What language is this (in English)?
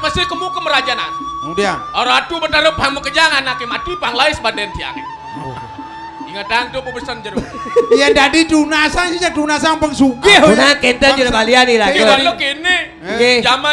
Balinese